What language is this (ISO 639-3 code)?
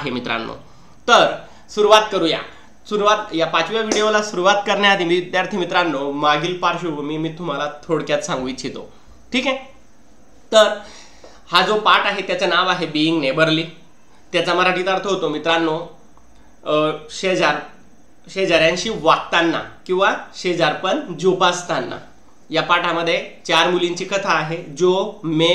mar